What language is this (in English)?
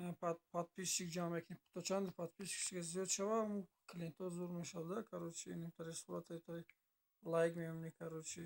Tajik